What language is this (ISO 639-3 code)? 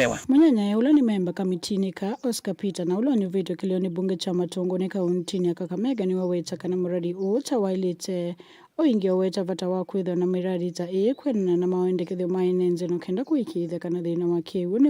kam